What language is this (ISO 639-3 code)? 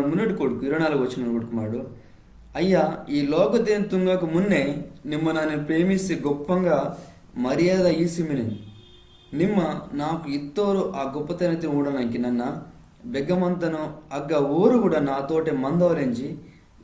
kff